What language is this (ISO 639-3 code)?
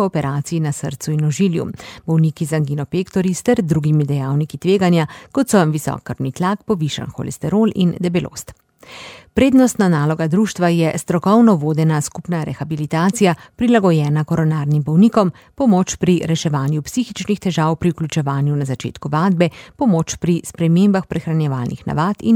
slv